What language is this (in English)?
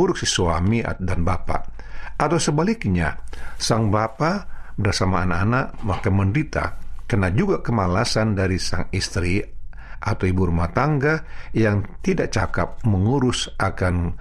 Indonesian